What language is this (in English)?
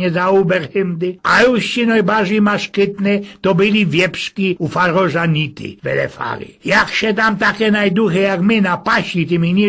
Silesian